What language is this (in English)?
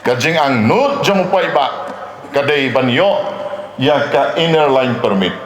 Khasi